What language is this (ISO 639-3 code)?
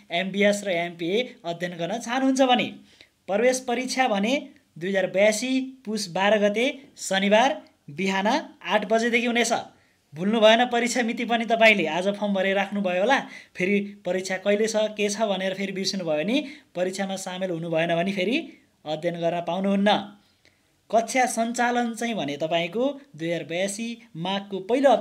nep